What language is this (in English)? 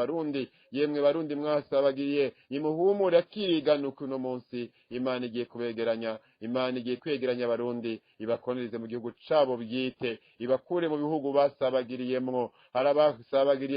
Rundi